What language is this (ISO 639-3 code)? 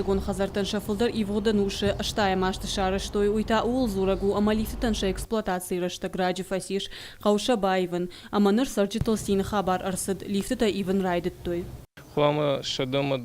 oss